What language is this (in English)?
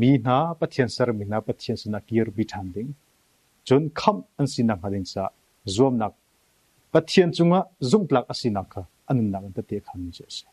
Hakha Chin